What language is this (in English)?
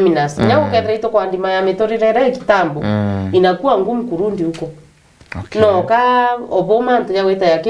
Meru